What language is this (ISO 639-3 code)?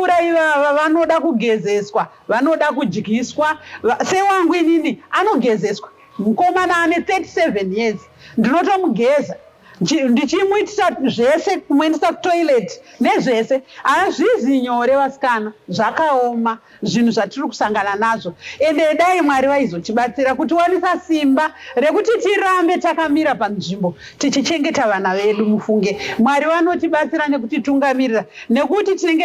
sna